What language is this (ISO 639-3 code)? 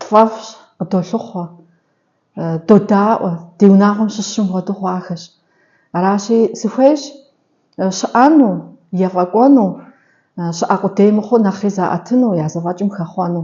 kbd